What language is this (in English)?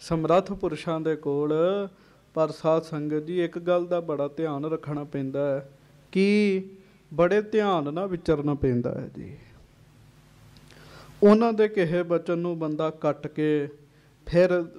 Punjabi